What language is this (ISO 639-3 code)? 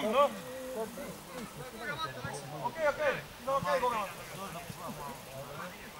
est